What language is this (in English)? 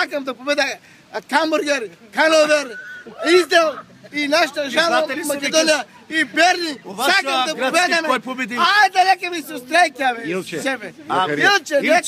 Macedonian